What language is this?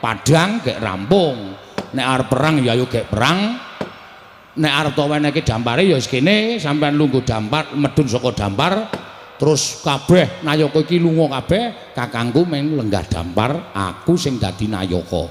Javanese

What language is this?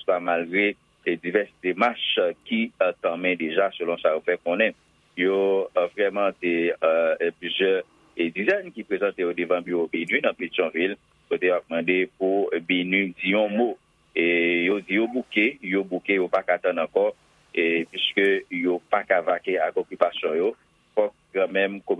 Haitian Creole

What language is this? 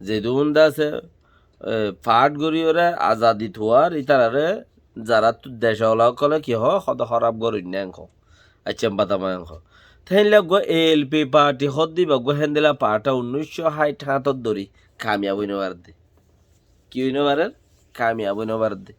Rohingya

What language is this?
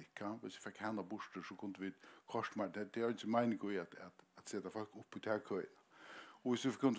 Faroese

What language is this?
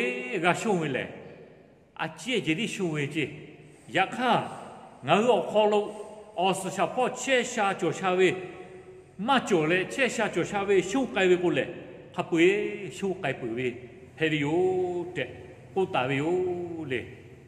Lahu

